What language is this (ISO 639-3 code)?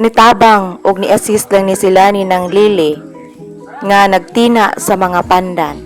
ceb